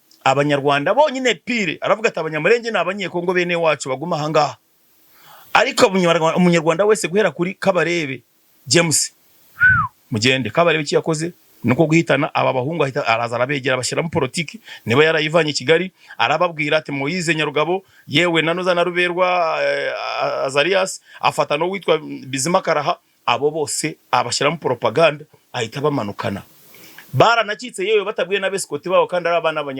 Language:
Kinyarwanda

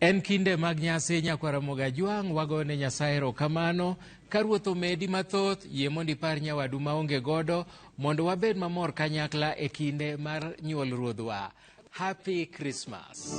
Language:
Luo (Kenya and Tanzania)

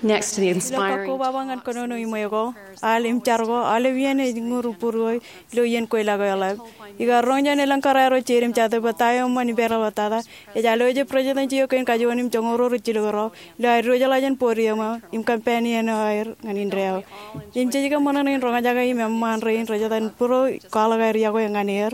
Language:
Marshallese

